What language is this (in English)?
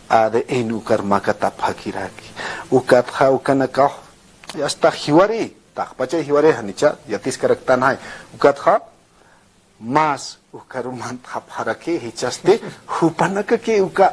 Aymara